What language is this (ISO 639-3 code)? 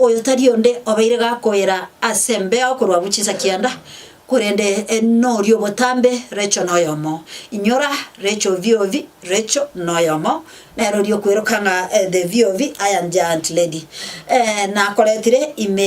guz